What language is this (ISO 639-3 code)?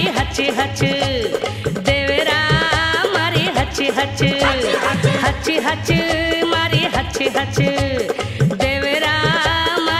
bho